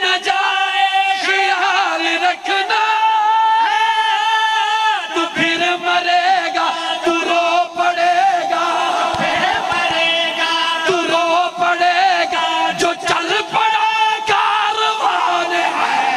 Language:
Urdu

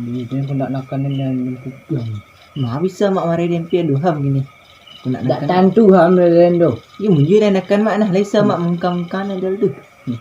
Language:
Minangkabau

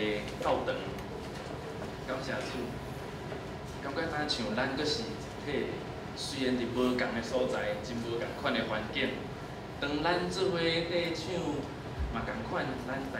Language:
Min Nan Chinese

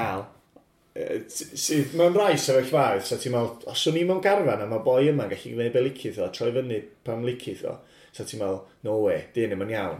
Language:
Welsh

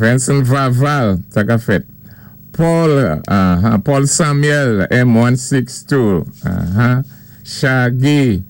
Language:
Saint Lucian Creole French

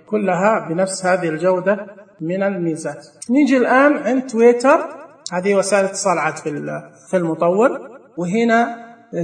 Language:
Najdi Arabic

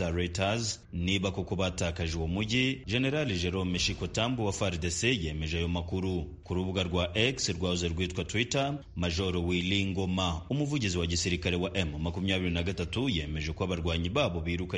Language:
Kinyarwanda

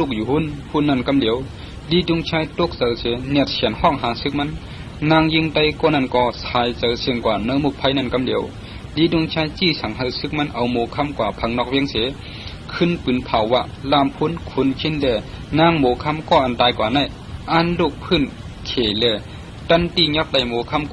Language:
Shan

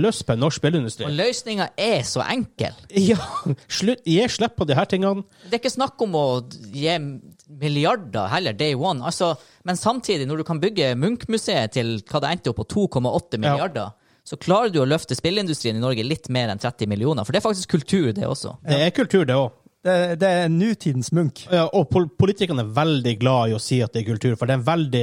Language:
Norwegian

